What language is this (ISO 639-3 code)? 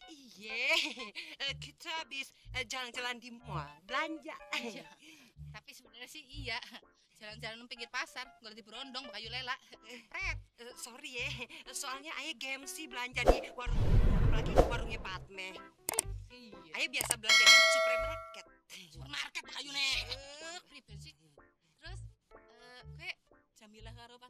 bew